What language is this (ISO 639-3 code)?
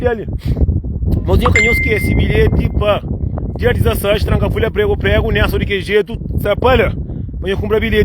kea